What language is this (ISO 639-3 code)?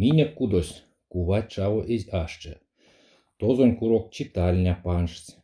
myv